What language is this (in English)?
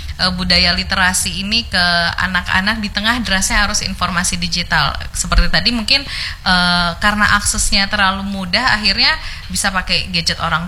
Indonesian